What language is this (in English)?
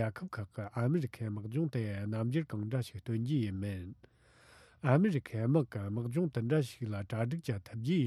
Tibetan